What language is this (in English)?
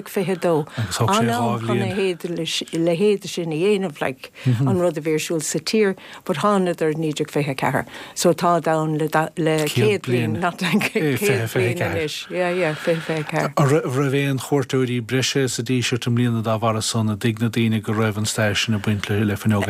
Irish